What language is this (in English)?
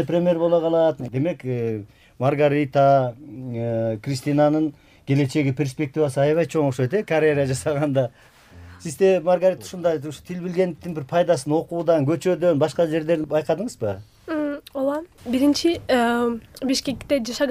Kyrgyz